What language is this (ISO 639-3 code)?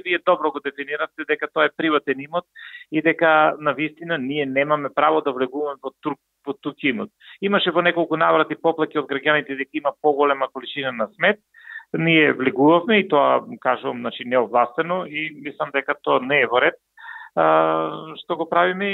mkd